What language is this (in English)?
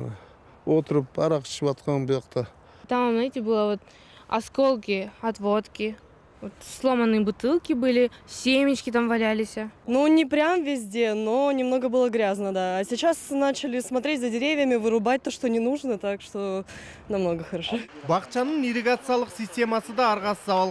Kyrgyz